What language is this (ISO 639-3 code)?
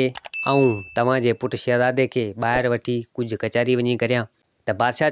snd